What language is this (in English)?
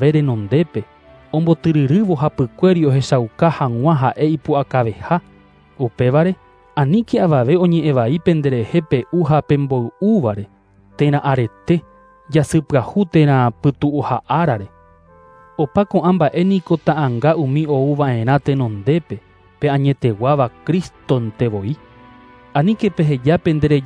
Guarani